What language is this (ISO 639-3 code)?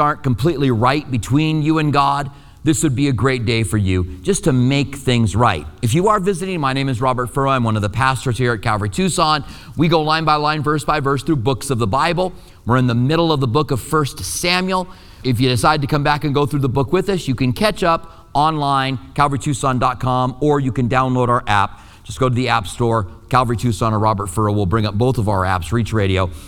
eng